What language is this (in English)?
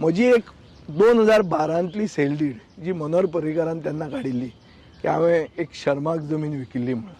Konkani